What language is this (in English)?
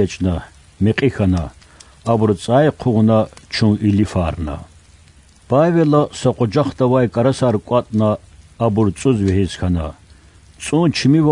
Lezghian